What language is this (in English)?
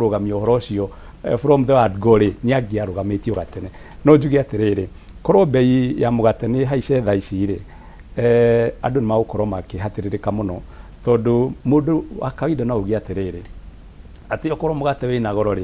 Kikuyu